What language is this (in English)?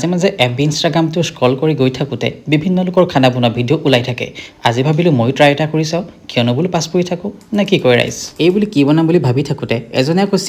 Assamese